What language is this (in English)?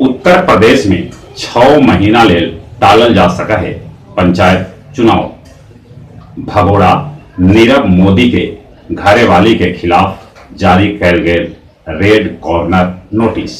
Magahi